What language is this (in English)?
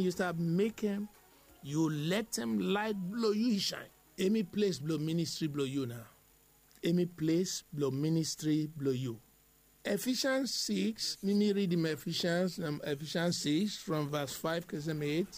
Bislama